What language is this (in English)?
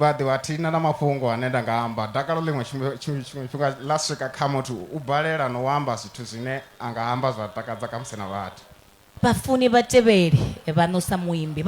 Venda